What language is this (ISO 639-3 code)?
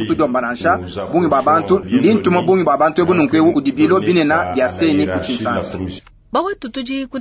lua